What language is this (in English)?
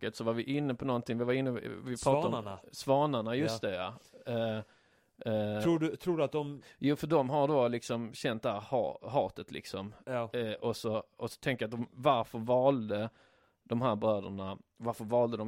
Swedish